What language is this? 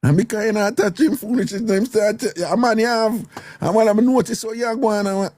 Jamaican Creole English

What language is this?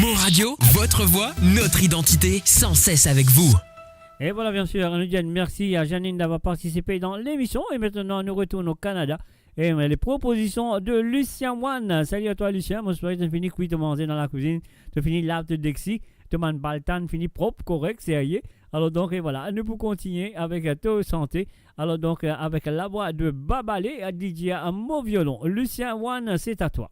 Morisyen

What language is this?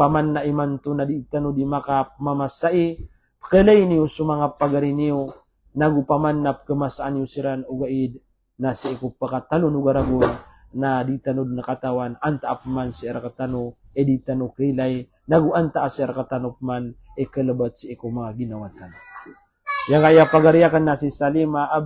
Maranao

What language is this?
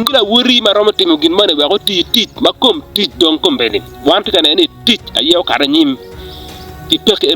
Acoli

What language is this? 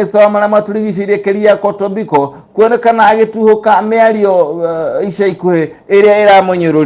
Kikuyu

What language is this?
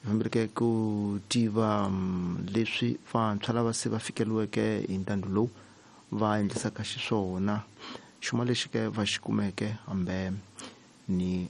Tsonga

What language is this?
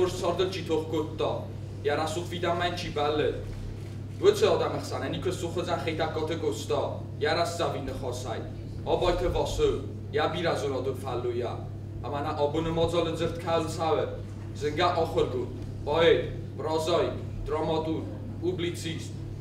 Ossetic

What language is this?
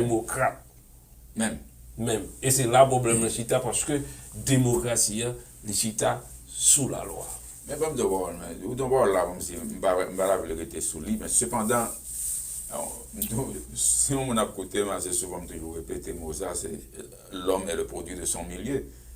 Haitian Creole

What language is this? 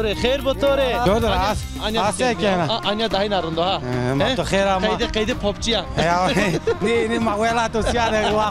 Zaza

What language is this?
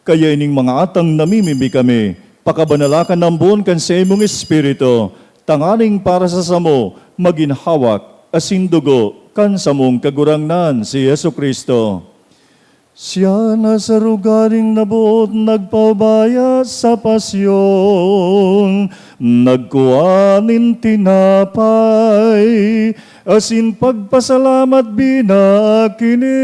Bikol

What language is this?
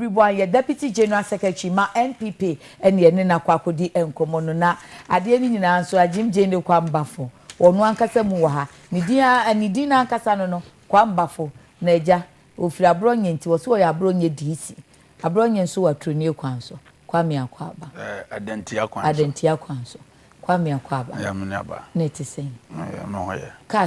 Akan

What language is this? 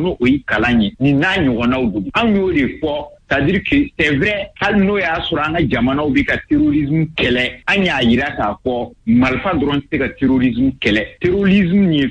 Bambara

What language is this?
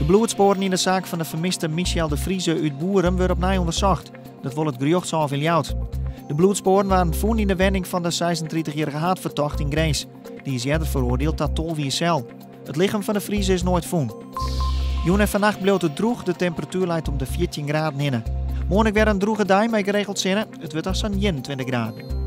Western Frisian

